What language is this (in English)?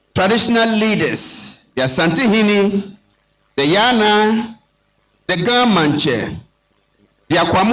Ewe